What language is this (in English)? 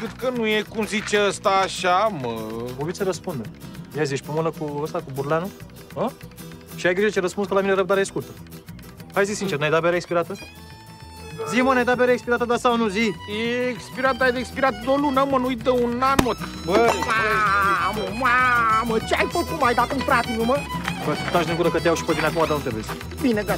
Romanian